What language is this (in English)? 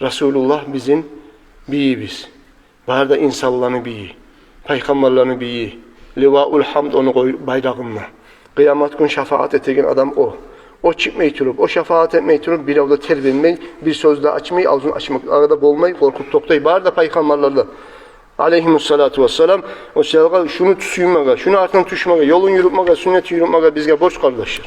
Kumyk